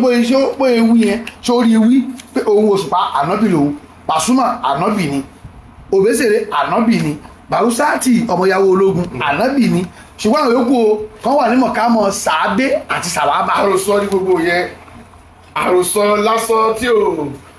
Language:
Yoruba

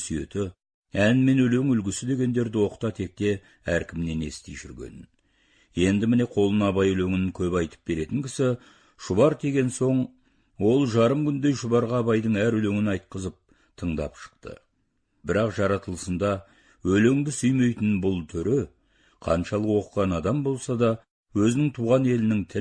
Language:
Kazakh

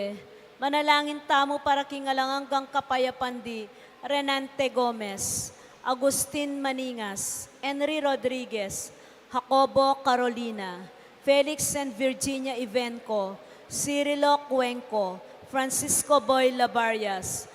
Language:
Pampanga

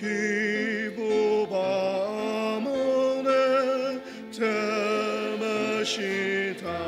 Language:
Ao Naga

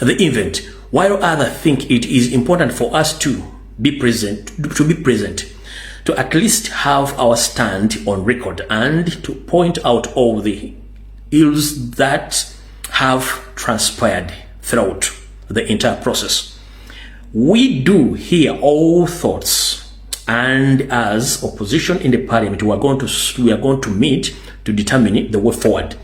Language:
Ganda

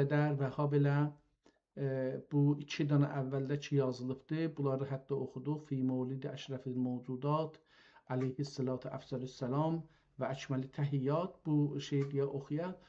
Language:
South Azerbaijani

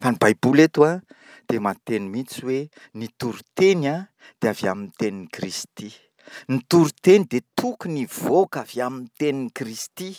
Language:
Malagasy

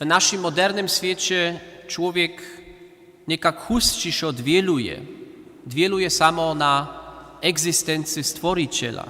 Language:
Upper Sorbian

